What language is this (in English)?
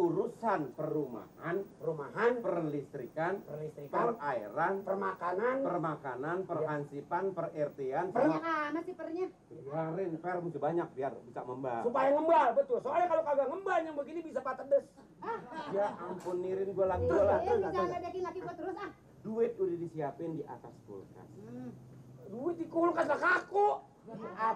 Betawi